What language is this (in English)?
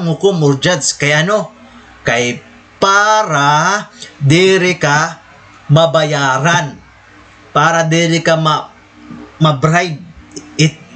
Waray